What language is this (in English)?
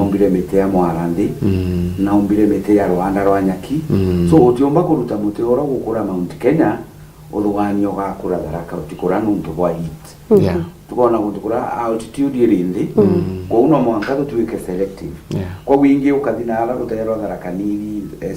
Meru